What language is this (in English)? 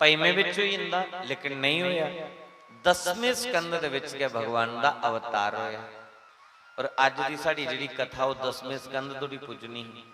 Dogri